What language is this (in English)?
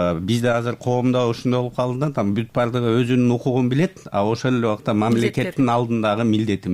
Kyrgyz